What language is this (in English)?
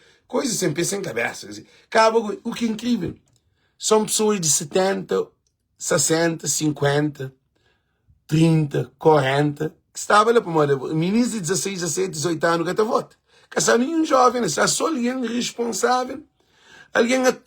Kabuverdianu